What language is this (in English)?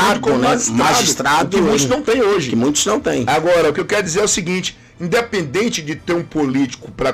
Portuguese